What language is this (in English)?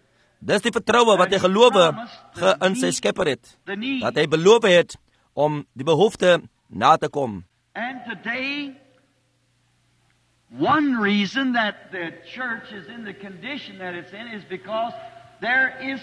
Afrikaans